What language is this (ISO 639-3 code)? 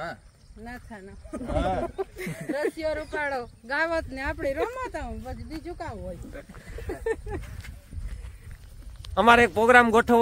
guj